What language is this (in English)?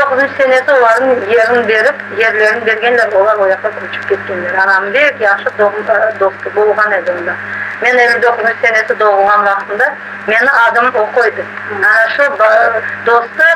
Crimean Tatar